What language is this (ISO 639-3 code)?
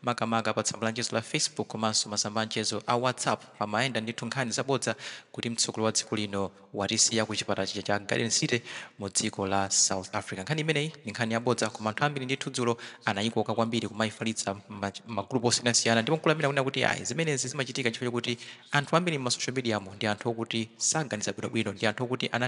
nya